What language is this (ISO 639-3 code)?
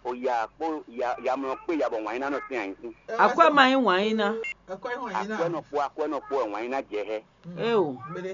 fon